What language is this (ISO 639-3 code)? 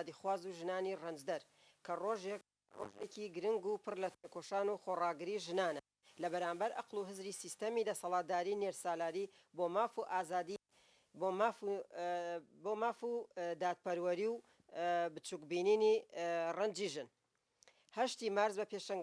ckb